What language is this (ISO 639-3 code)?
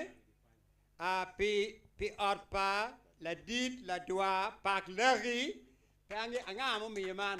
ach